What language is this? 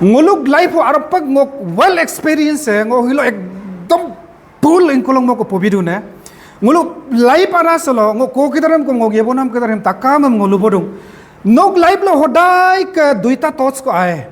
Adi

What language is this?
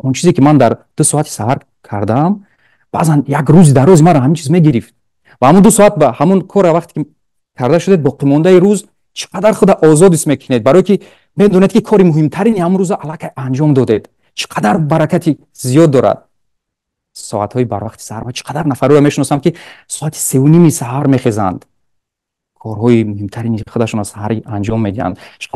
Tajik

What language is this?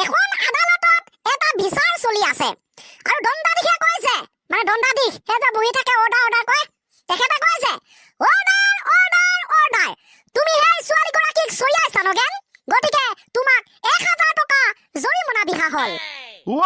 Assamese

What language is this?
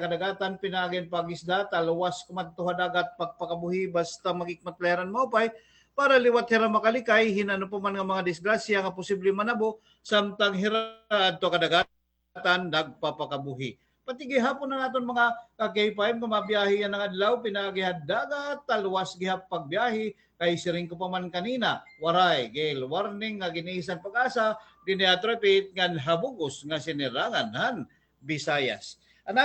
Waray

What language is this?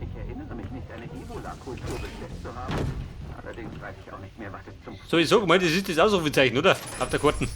Bavarian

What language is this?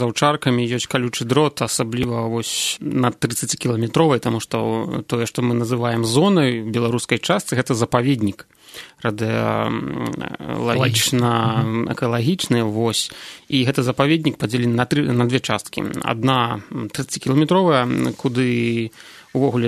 Belarusian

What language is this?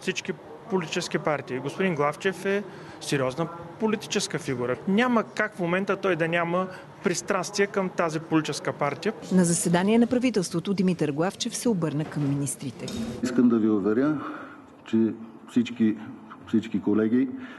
Bulgarian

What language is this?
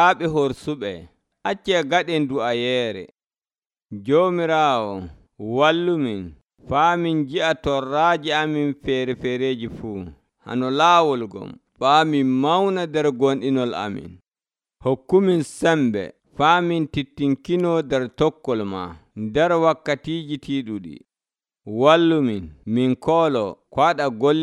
Nigerian Fulfulde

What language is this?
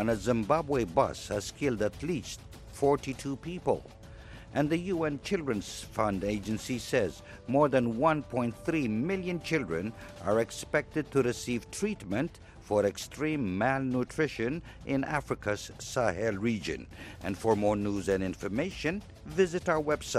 English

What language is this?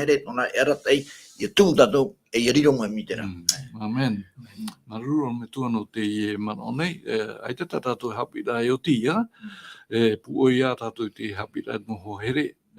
Tahitian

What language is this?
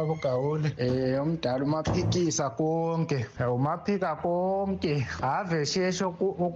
North Ndebele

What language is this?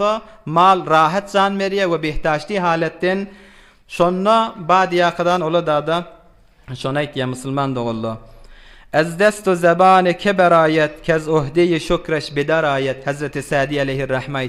Turkmen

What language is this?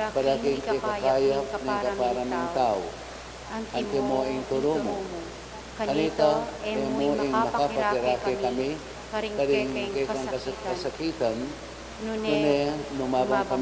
Pampanga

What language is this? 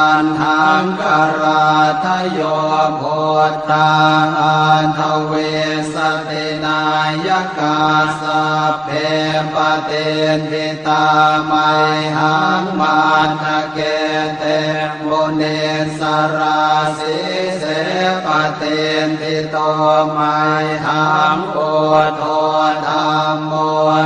Pali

